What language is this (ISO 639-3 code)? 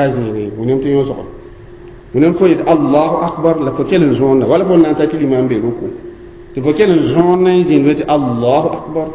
mos